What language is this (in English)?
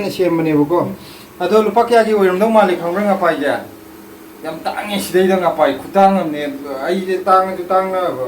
Manipuri